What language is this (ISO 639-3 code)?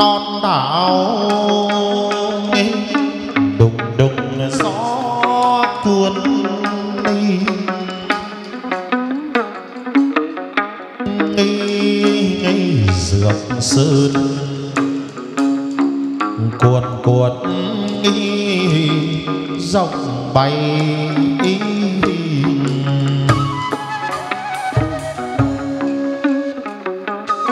vie